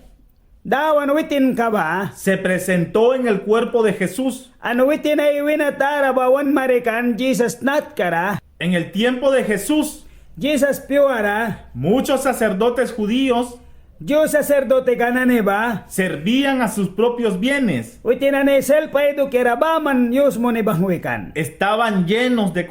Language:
Mískito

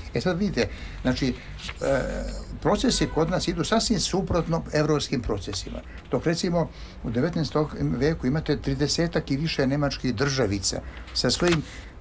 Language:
Serbian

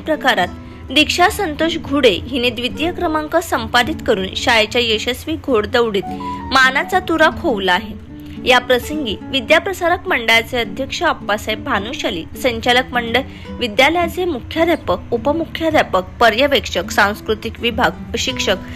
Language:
Marathi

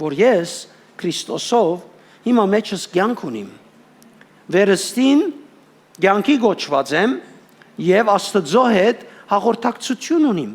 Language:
Western Armenian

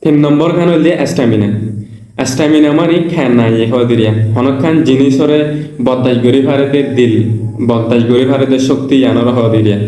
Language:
Rohingya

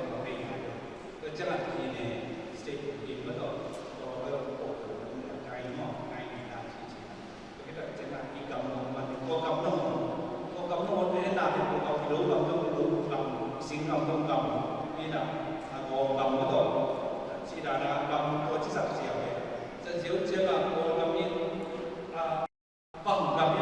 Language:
Tedim Chin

